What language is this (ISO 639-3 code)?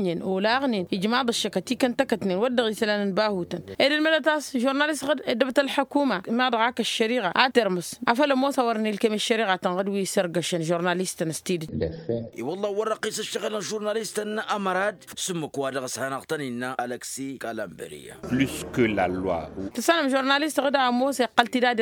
taq